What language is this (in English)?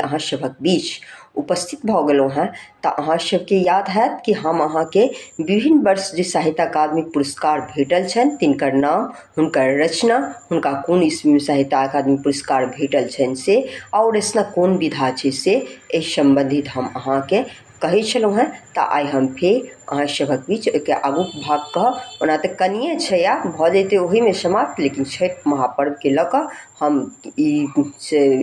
Maithili